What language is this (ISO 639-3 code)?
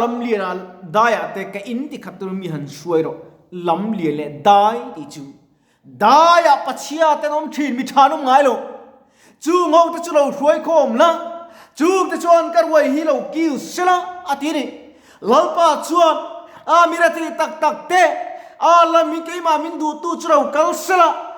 lus